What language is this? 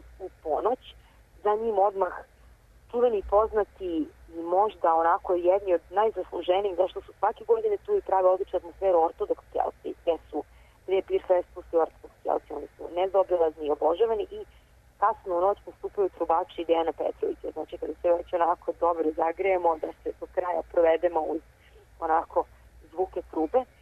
Serbian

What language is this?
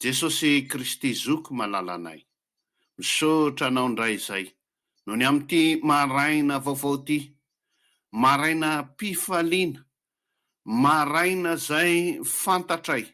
Malagasy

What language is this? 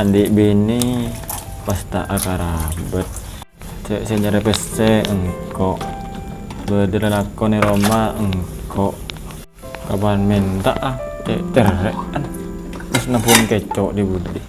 Madurese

